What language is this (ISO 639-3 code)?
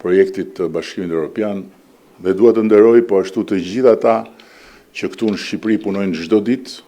sqi